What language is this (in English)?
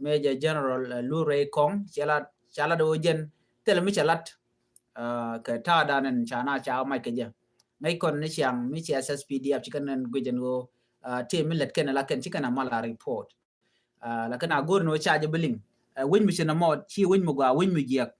Nuer